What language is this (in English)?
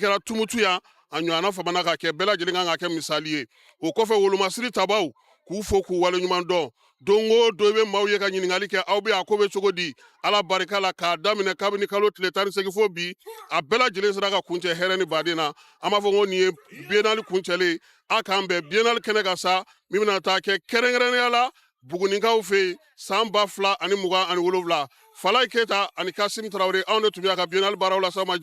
Bambara